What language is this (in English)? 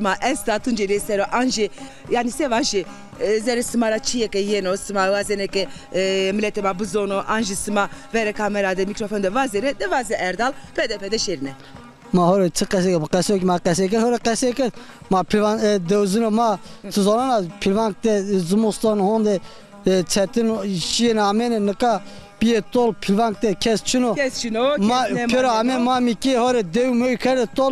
Zaza